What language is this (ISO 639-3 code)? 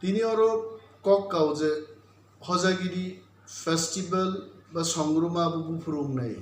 trp